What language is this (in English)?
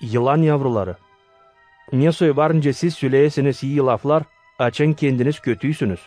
Gagauz